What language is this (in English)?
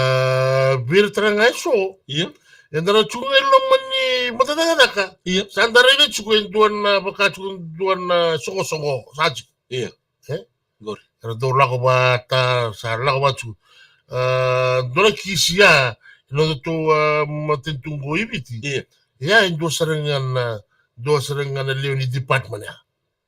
Fijian